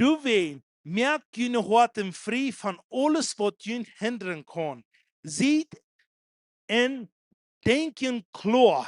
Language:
Plautdietsch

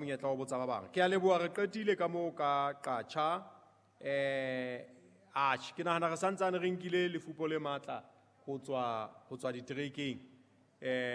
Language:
Southern Sotho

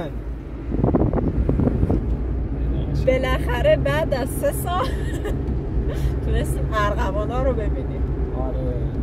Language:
Persian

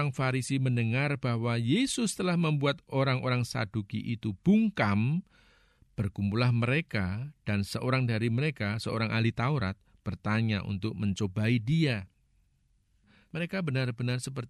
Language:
Indonesian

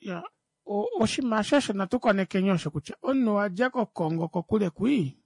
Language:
Kuanyama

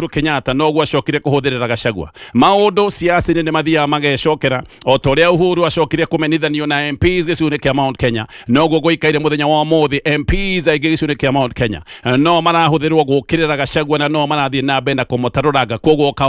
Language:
Kikuyu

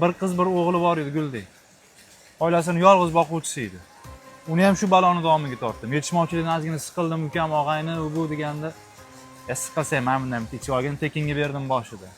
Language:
Uzbek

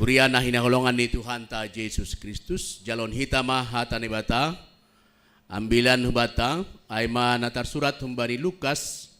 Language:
Batak Simalungun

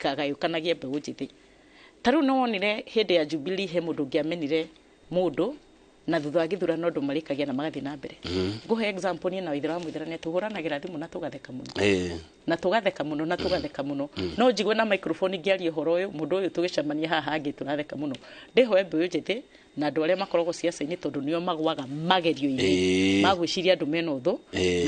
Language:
Kikuyu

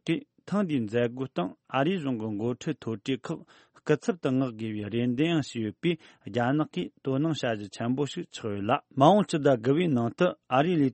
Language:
Tibetan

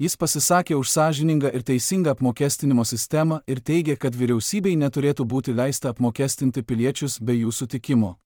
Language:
Lithuanian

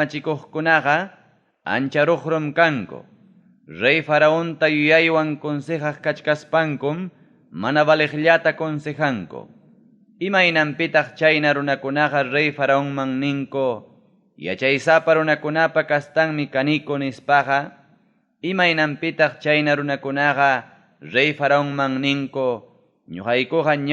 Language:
Ayacucho Quechua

